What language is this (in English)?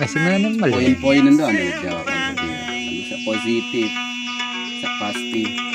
Sasak